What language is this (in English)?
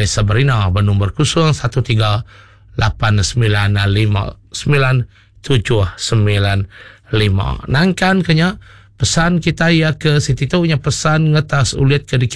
Iban